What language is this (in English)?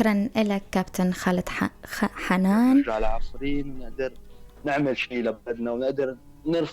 North Levantine Arabic